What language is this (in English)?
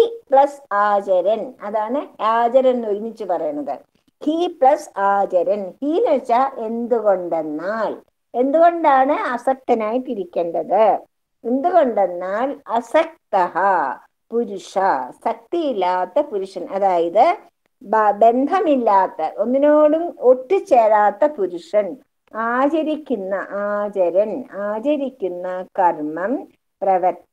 Malayalam